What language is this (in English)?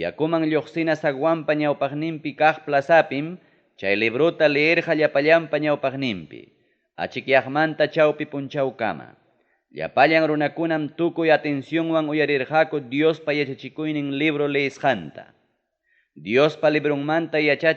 Ayacucho Quechua